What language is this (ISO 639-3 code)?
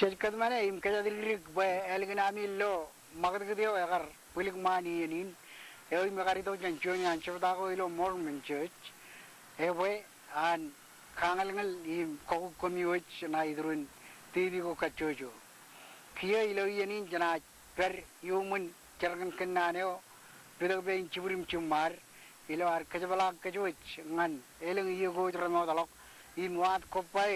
mah